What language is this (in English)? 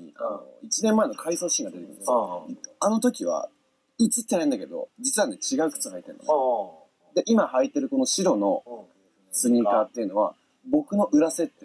Japanese